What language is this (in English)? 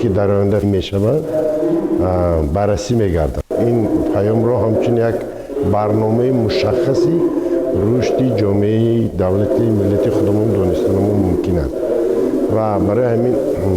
Tajik